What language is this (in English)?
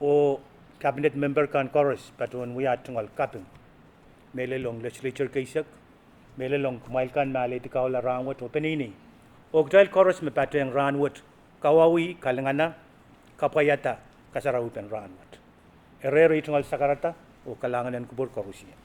Pohnpeian